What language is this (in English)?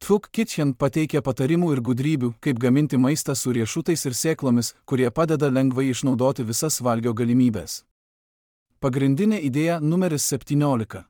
Lithuanian